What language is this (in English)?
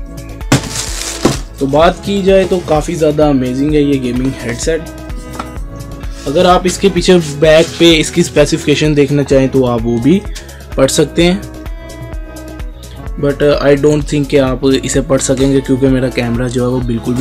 Hindi